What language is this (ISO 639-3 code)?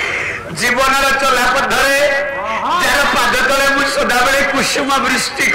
ori